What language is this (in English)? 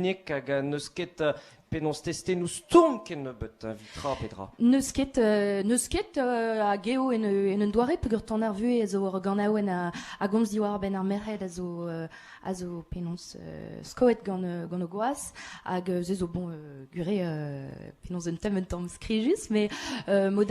Breton